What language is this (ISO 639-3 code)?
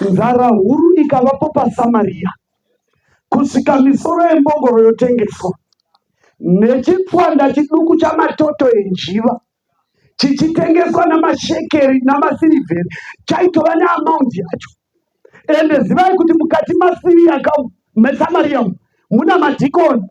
sna